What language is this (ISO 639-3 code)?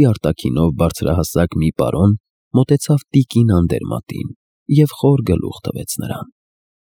hye